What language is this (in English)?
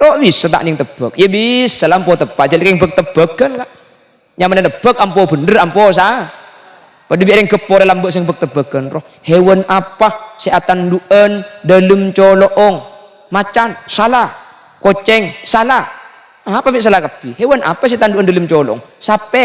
Madurese